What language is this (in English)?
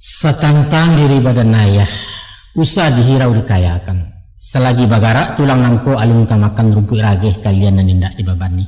Minangkabau